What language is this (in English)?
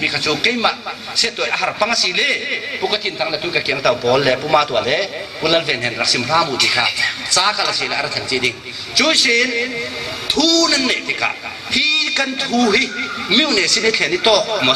Falam Chin